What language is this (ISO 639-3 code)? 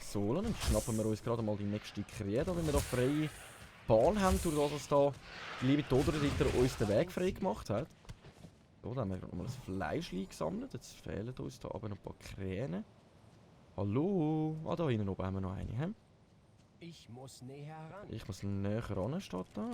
gsw